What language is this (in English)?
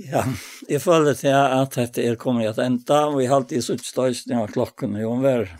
Faroese